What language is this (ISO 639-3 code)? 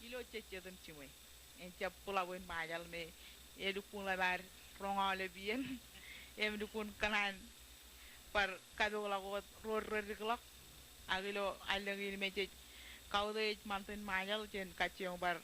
mah